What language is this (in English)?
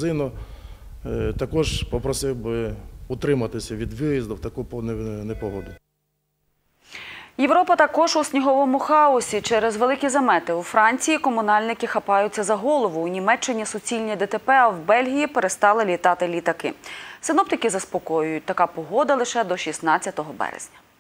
Ukrainian